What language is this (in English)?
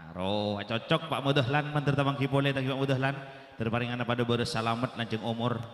Madurese